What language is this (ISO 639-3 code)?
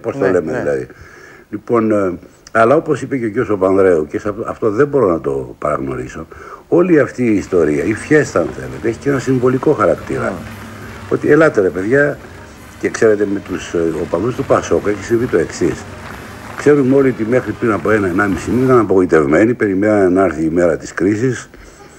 ell